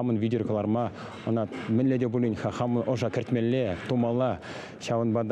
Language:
Chuvash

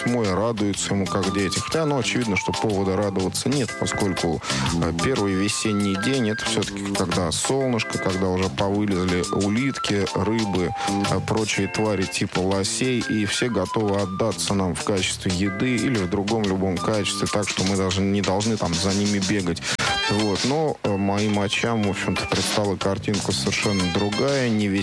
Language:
Russian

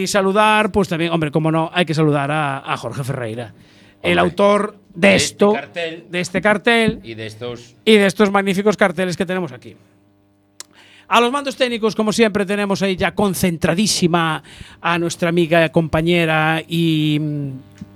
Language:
Spanish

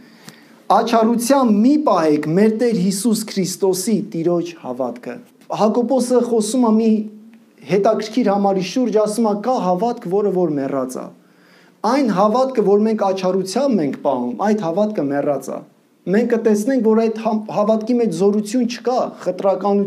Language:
Armenian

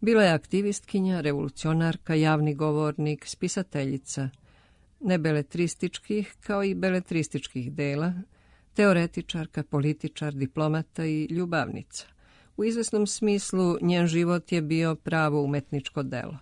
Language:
Serbian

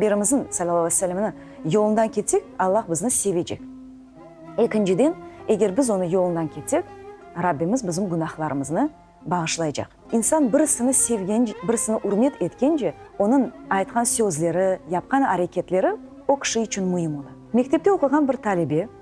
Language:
Crimean Tatar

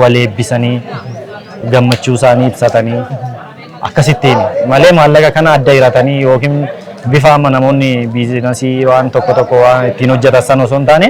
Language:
Oromo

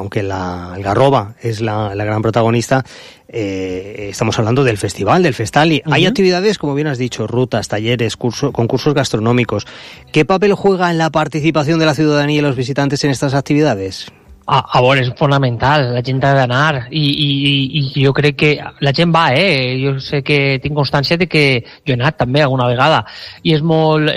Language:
Catalan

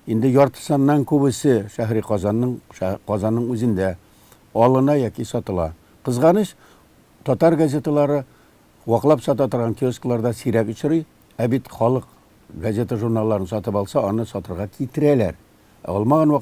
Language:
Tatar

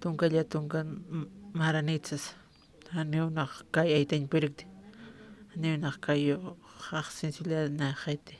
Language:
Aymara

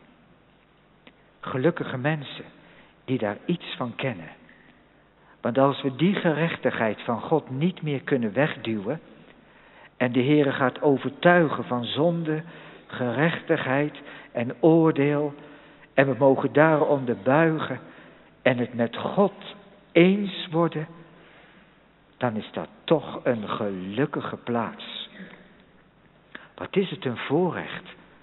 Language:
Dutch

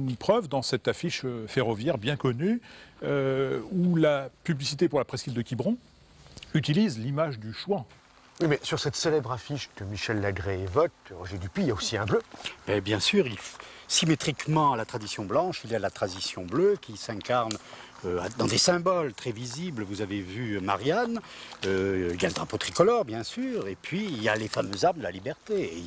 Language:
French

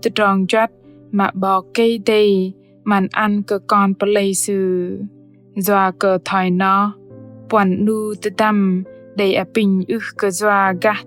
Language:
Bahnar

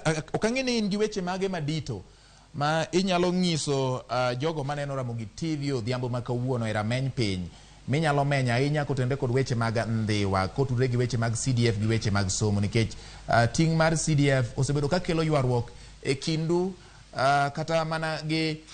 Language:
Luo (Kenya and Tanzania)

